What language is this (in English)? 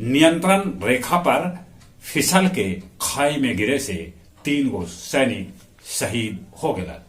Magahi